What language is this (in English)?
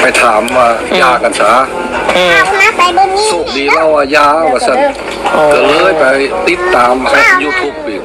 Northeastern Thai